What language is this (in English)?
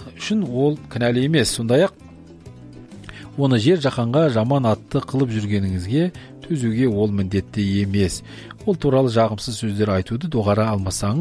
Kazakh